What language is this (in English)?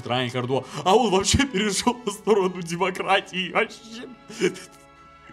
Russian